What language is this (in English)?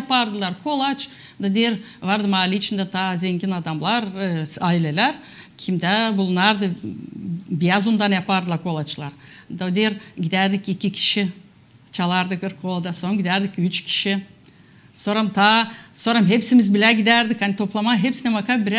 Gagauz